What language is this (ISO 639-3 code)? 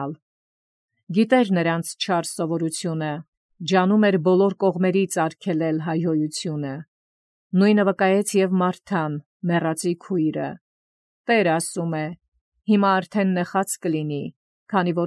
hye